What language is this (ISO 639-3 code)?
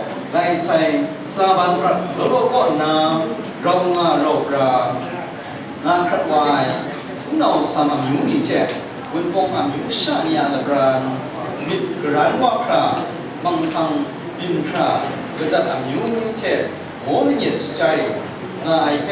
kac